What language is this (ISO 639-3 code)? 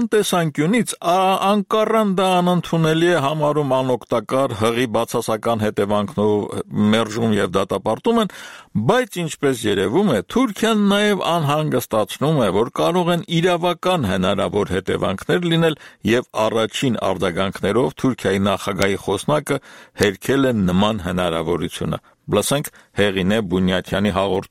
hye